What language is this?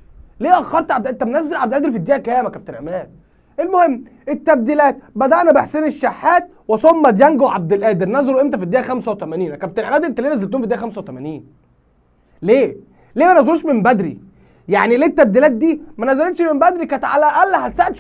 Egyptian Arabic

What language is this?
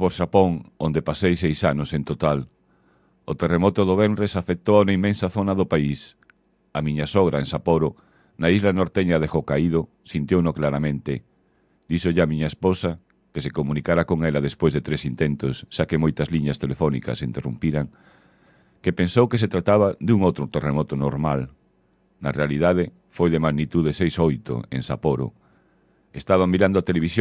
Galician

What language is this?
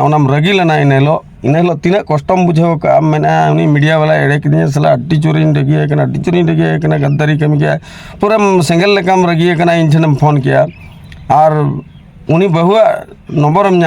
Santali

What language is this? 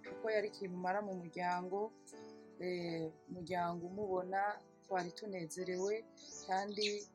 Rundi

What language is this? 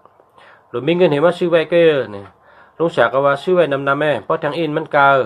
Shan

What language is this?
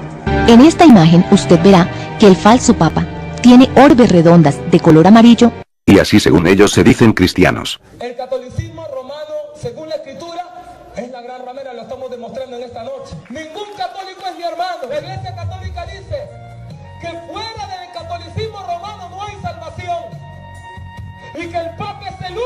Spanish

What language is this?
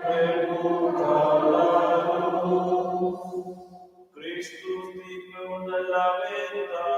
Romansh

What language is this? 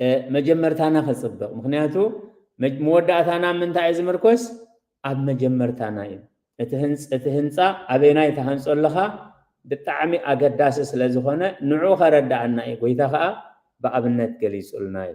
Tigrinya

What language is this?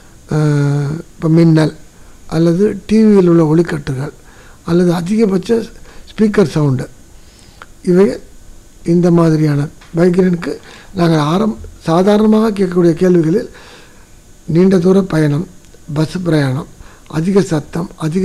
Tamil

